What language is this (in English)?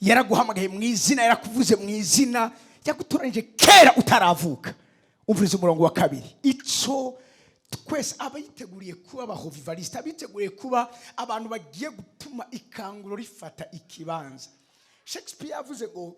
Rundi